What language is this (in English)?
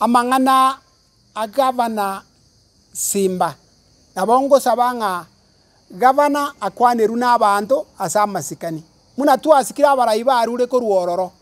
Gusii